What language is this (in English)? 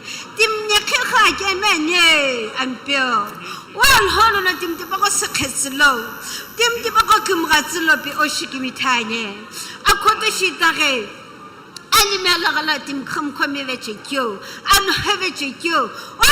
Sumi Naga